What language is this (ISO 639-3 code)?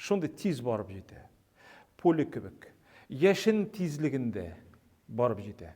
tat